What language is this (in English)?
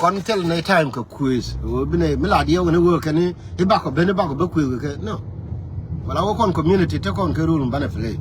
Nuer